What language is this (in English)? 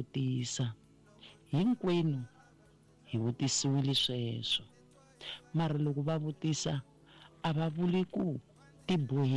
Tsonga